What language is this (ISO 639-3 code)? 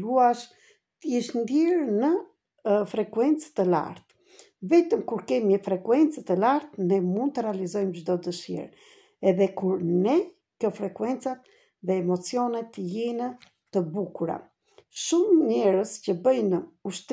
sqi